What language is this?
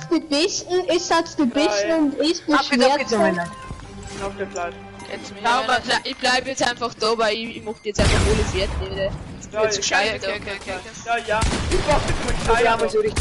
Bavarian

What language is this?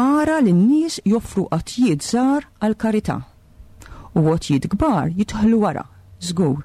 Maltese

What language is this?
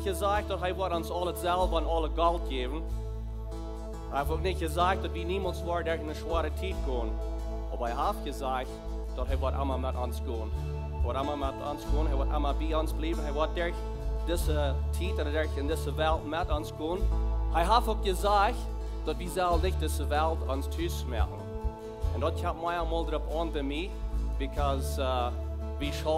Plautdietsch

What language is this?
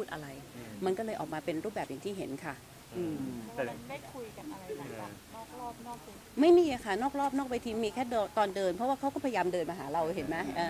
Thai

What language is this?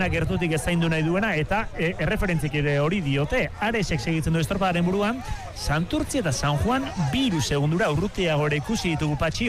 Basque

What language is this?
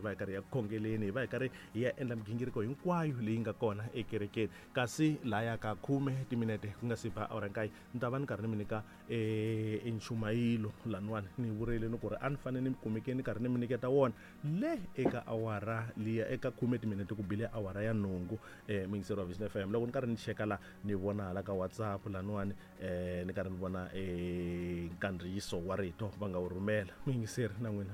Tsonga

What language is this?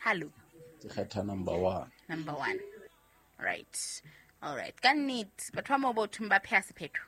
Southern Sotho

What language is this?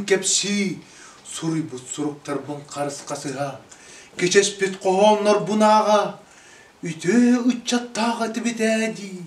Yakut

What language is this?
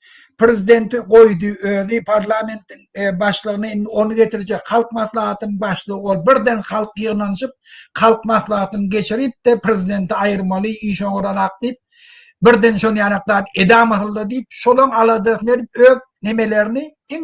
Turkmen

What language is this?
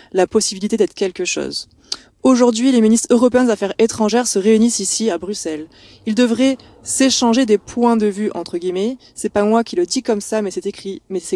French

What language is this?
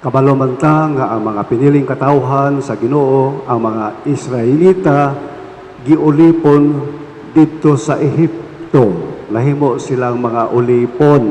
Cebuano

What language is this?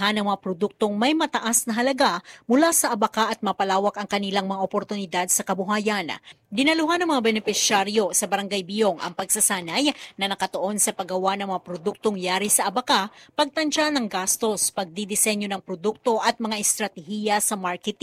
Filipino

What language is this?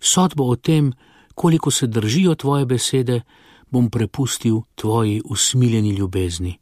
Slovenian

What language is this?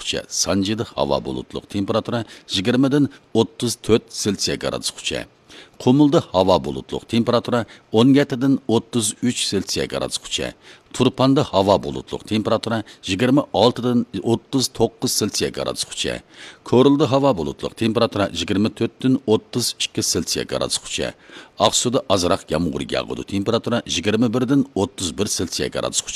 Uyghur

